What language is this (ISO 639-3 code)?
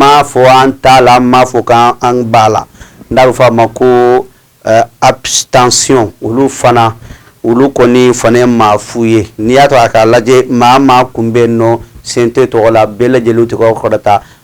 bam